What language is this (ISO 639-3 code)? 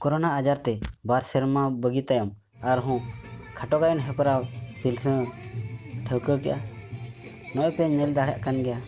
sat